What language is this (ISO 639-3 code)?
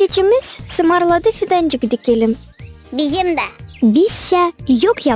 gag